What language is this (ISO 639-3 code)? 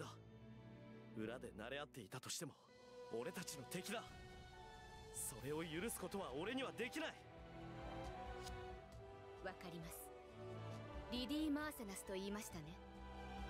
jpn